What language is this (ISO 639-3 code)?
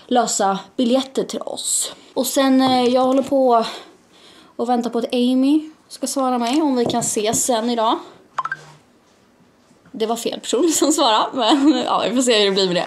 swe